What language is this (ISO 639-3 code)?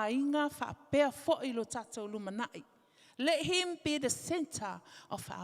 smo